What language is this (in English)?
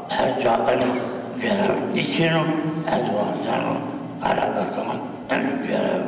Zaza